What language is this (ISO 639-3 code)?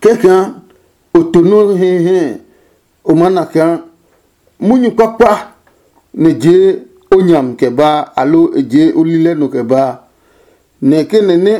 ada